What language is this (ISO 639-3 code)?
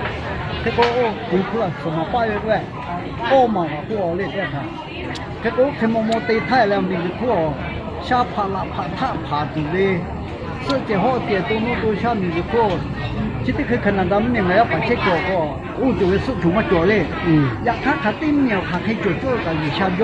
lhu